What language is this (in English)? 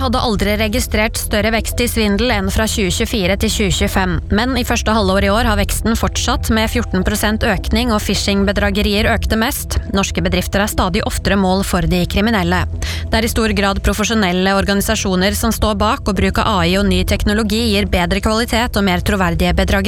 Norwegian